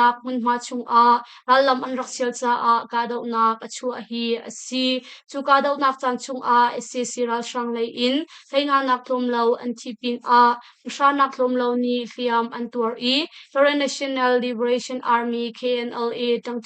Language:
Hakha Chin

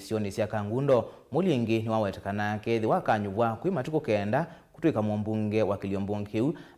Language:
Kamba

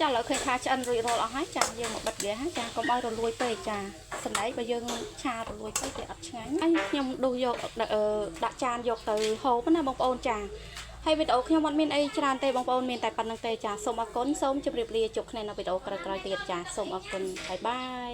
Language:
Khmer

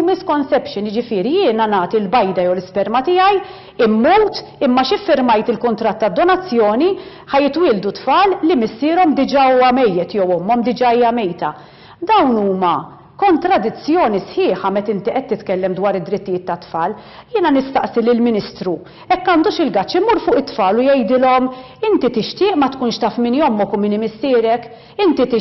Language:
Maltese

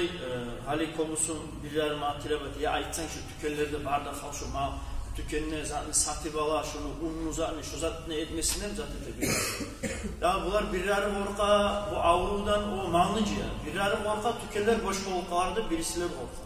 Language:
Kumyk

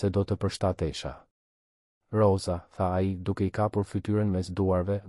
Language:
Albanian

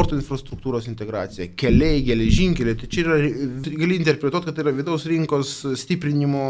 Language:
Lithuanian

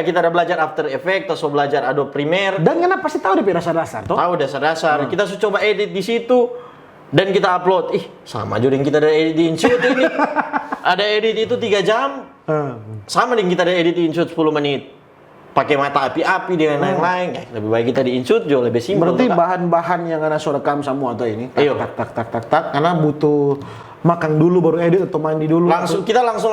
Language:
Manado Malay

